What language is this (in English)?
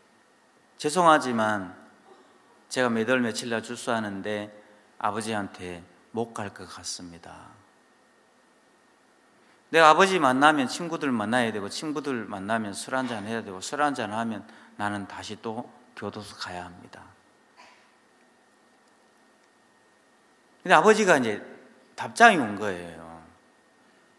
Korean